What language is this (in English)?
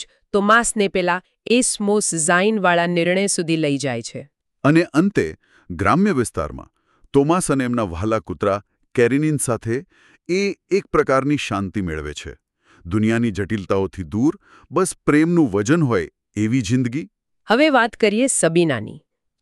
Gujarati